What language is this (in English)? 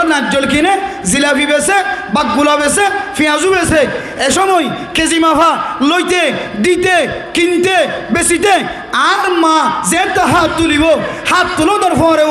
Rohingya